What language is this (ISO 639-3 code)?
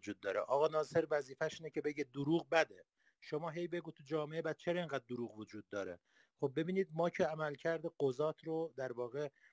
fas